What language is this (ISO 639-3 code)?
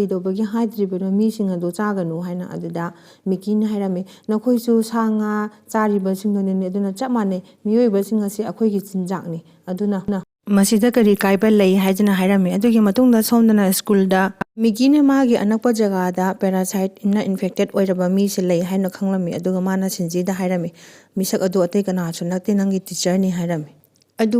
mni